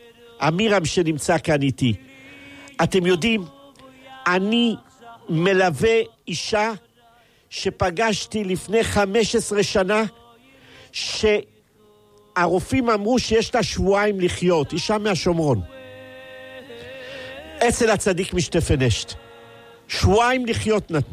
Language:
Hebrew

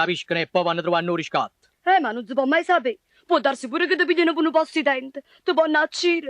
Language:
Neapolitan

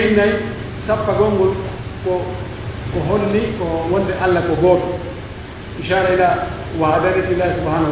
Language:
Pular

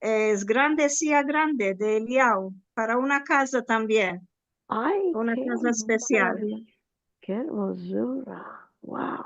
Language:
Ladino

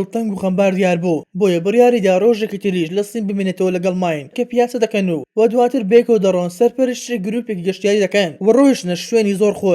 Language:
Central Kurdish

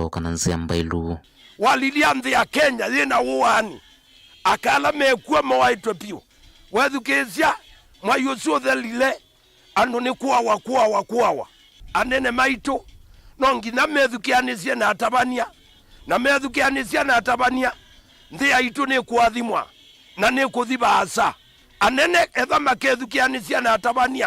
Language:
Kamba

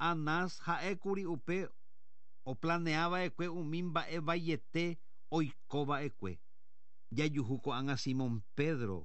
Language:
Guarani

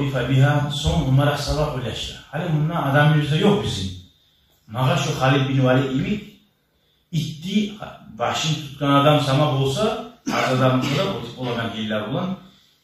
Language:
Kumyk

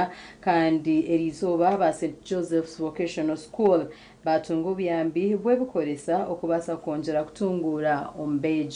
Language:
Nyankole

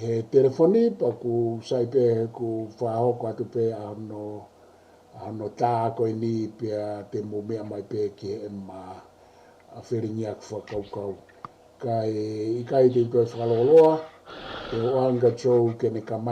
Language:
Tongan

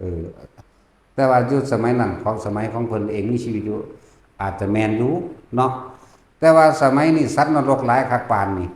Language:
Northeastern Thai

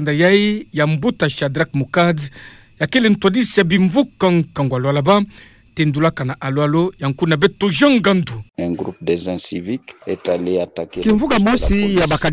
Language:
Kituba (Democratic Republic of Congo)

